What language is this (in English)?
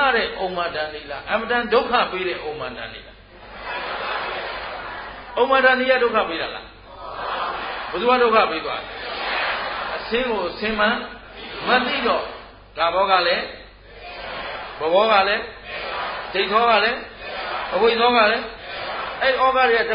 Burmese